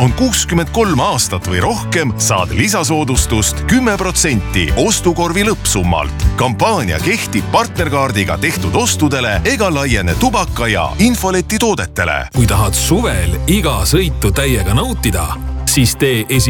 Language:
Estonian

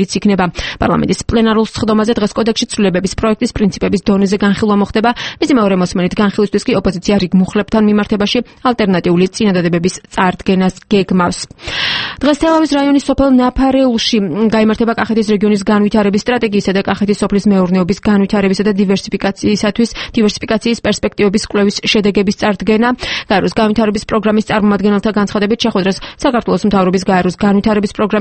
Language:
Georgian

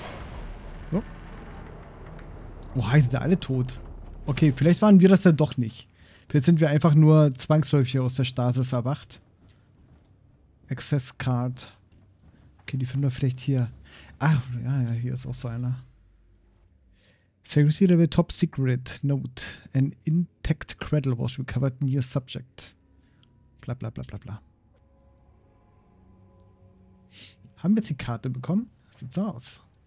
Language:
German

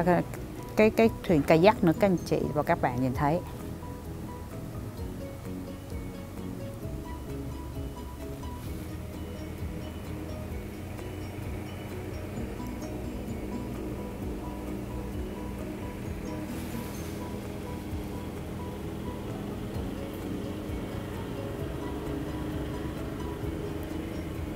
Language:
Vietnamese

